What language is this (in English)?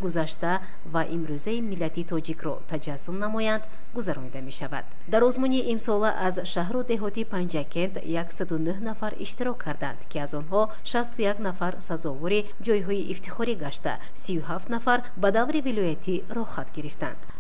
Tajik